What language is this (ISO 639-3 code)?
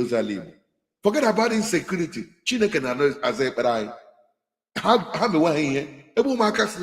ibo